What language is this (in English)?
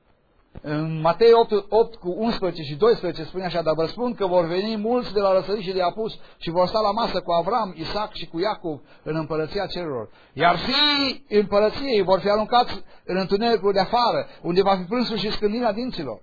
Romanian